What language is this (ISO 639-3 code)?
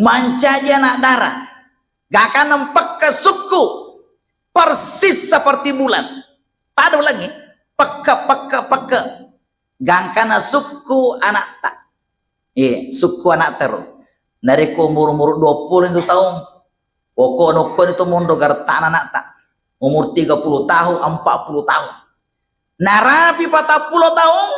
bug